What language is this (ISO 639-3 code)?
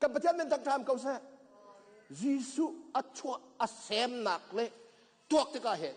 cnh